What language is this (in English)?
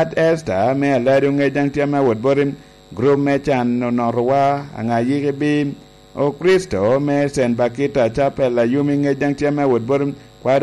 Lango (Uganda)